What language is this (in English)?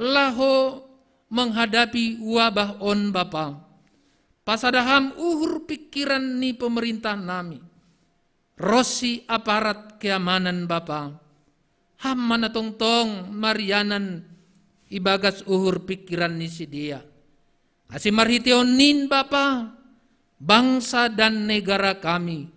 Batak Simalungun